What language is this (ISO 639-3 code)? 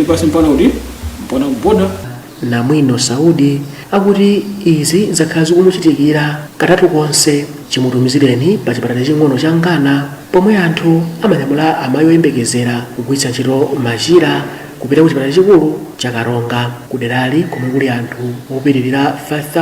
nya